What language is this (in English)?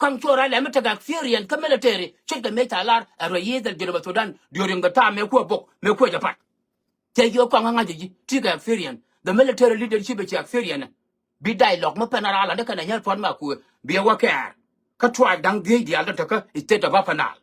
Nuer